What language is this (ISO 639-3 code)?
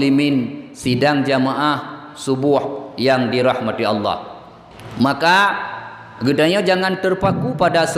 ace